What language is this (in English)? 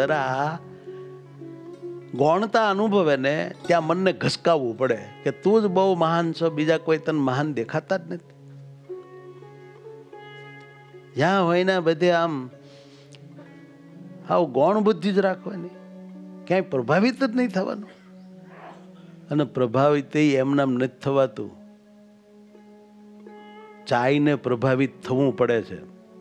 Gujarati